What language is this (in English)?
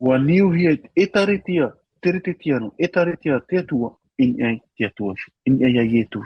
Tahitian